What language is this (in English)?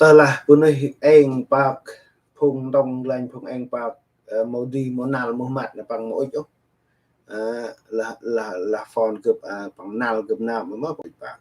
Central Mnong